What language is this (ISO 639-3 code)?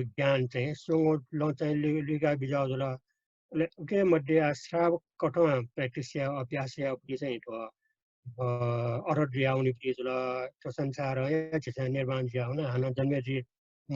new